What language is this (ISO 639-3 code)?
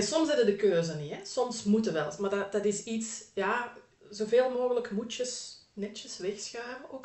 nld